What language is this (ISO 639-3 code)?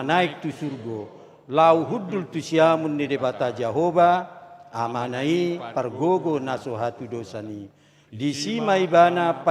bbc